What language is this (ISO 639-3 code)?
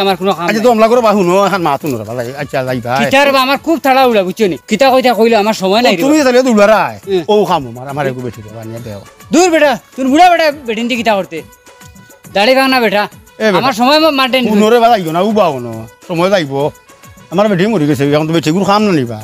syl